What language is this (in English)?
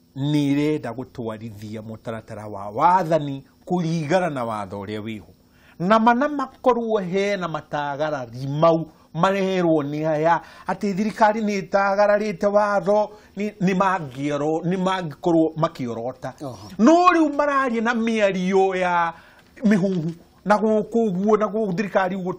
Kikuyu